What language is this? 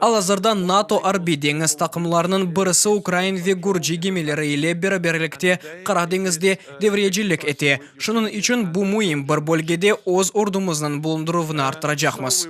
Crimean Tatar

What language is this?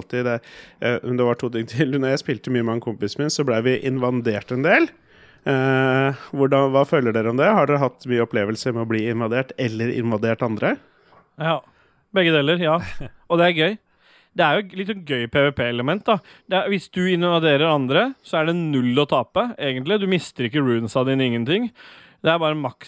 Norwegian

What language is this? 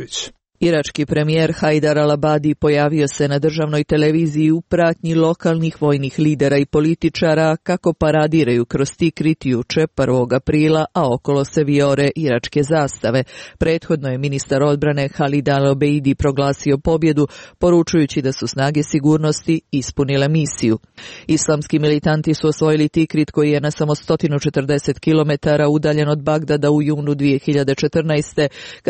Serbian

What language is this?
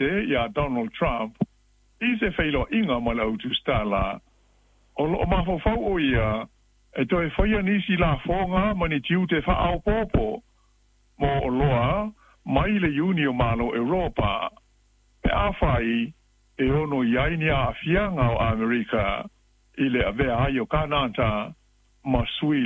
Samoan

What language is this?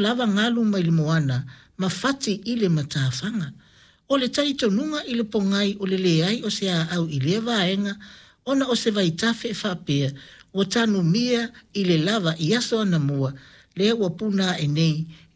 Samoan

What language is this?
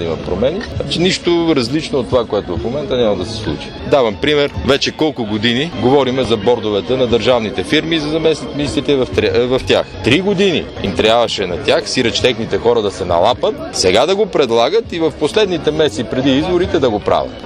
Bulgarian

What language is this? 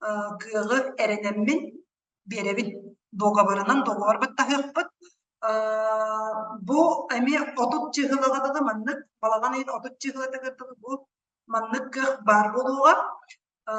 Yakut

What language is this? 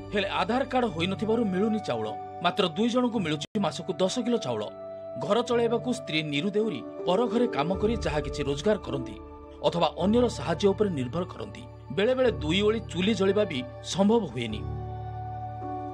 Odia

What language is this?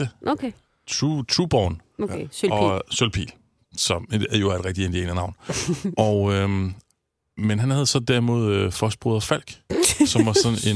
Danish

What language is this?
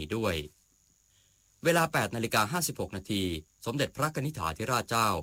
Thai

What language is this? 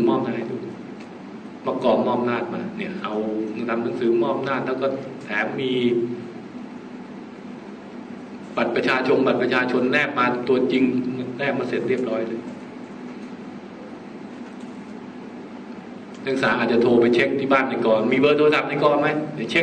Thai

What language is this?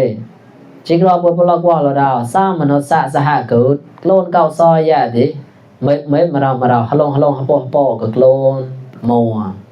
Mon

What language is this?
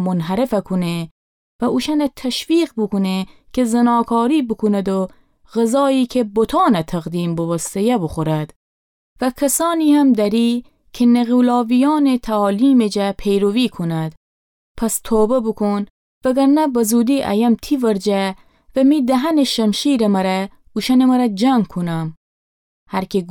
Gilaki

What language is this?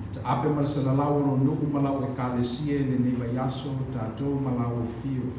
Samoan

